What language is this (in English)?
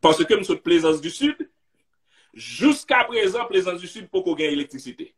Haitian Creole